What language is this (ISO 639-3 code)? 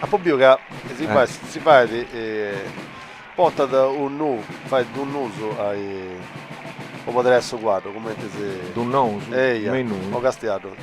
srd